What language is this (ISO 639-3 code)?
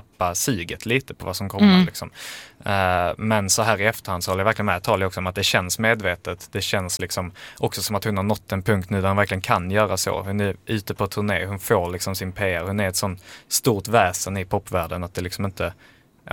swe